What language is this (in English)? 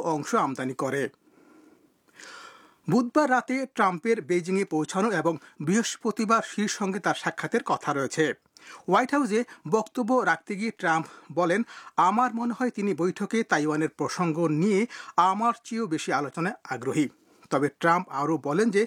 Bangla